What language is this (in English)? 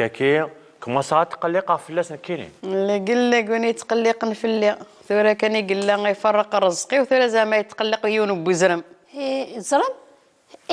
Kabyle